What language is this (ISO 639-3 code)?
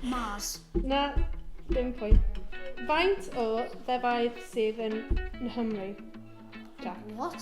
cym